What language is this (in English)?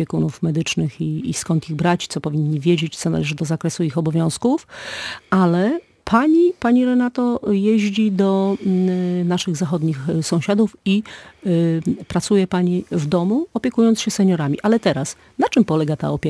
Polish